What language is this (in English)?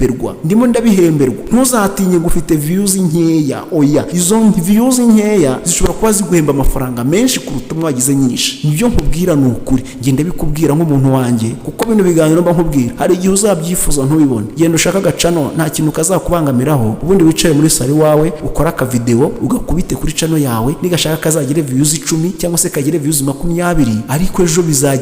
Kinyarwanda